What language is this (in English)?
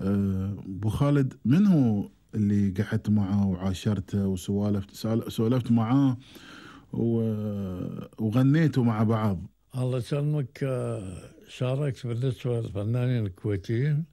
Gulf Arabic